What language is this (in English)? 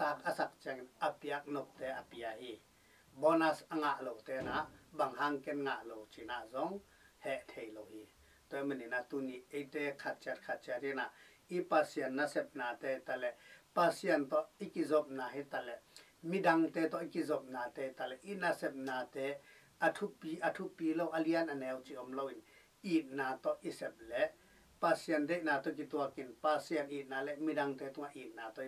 Tedim Chin